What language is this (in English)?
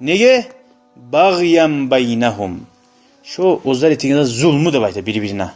Kumyk